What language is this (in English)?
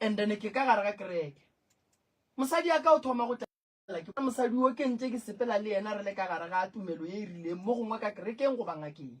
Northern Sotho